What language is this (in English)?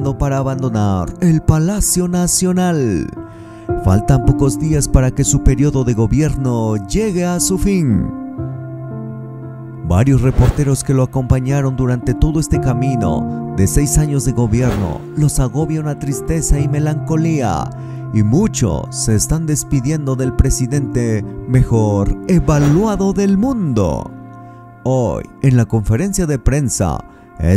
Spanish